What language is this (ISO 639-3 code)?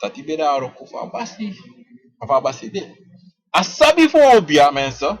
srn